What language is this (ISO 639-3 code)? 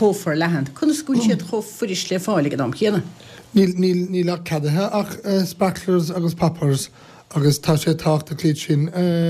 gle